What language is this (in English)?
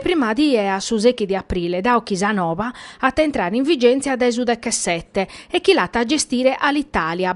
Sardinian